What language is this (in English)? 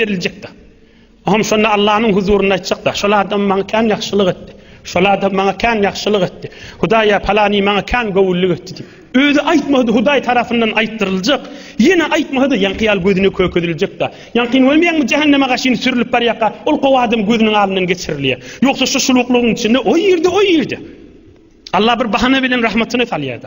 Turkmen